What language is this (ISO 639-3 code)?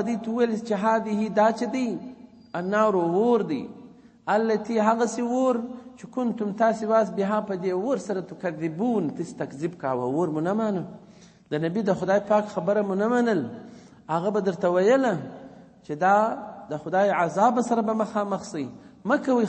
pus